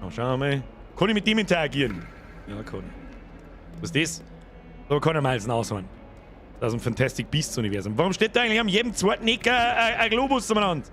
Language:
Bavarian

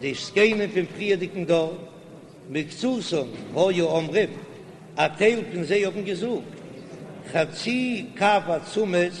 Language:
Yiddish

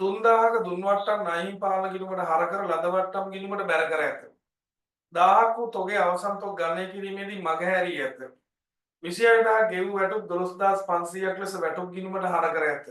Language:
Sinhala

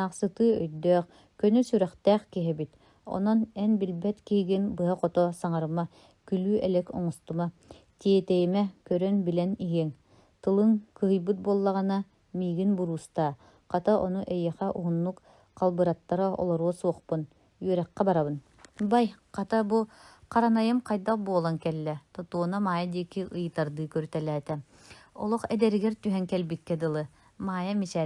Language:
Yakut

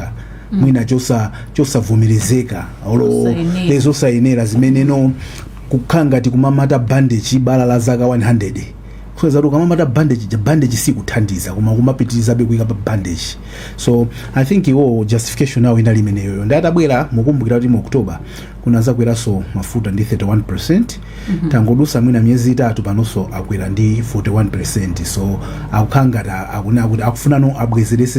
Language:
Nyanja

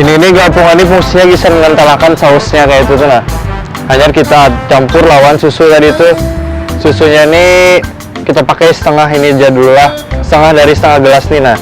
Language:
Banjar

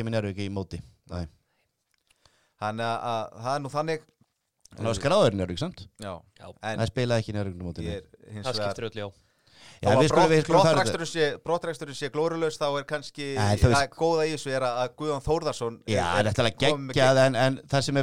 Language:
Icelandic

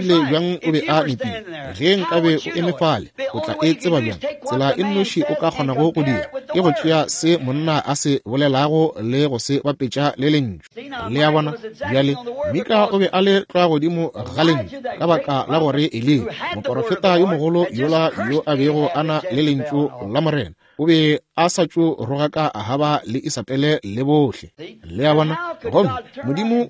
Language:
Northern Sotho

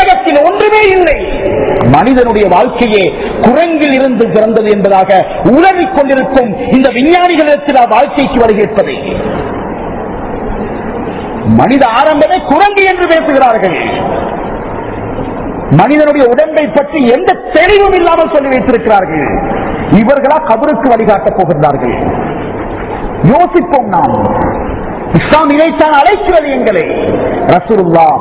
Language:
Tamil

